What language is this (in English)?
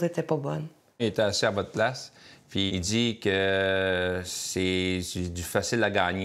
French